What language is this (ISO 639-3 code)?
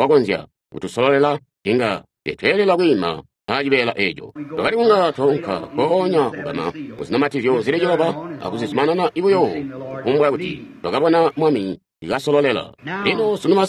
toi